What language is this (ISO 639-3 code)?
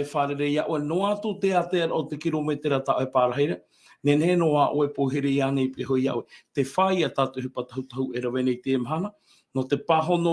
tah